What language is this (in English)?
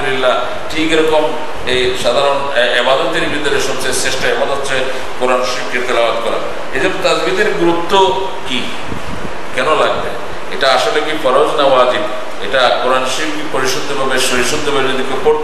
Bangla